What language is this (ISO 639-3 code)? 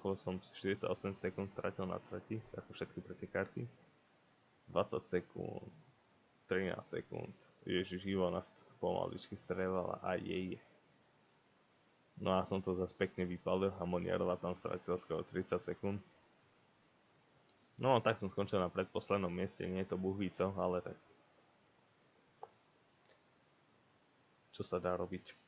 slk